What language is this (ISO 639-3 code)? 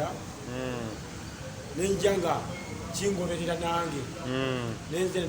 lug